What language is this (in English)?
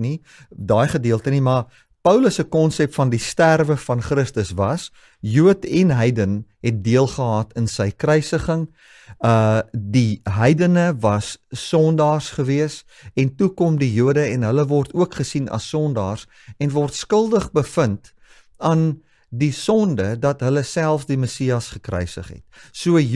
Afrikaans